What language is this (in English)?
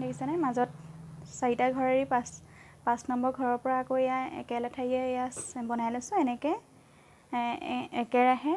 Assamese